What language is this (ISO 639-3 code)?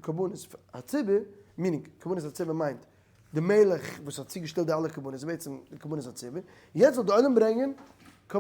yid